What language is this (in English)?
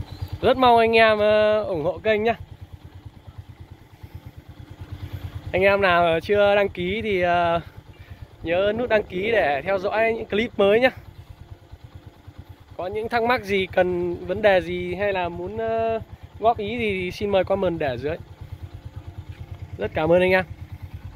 Vietnamese